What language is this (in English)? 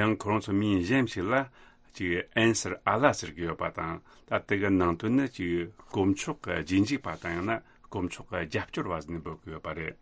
Tibetan